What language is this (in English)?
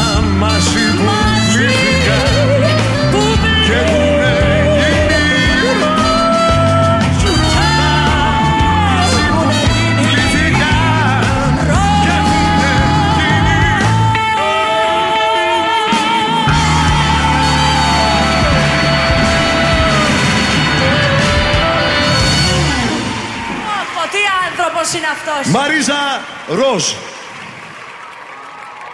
Greek